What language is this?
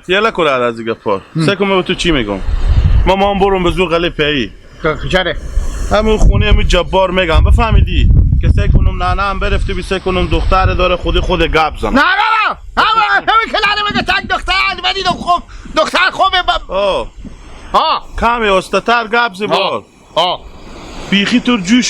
Hazaragi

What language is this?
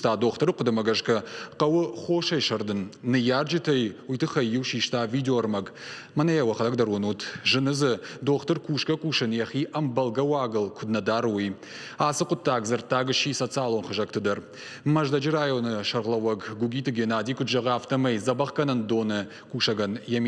Ossetic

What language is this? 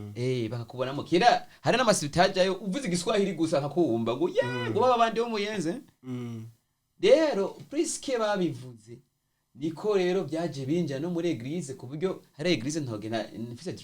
Rundi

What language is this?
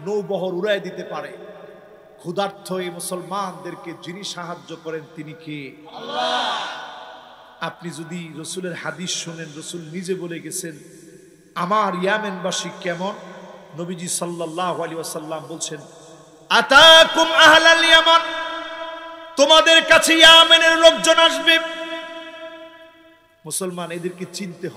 Bangla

